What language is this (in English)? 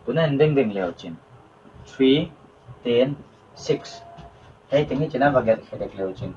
Paite Chin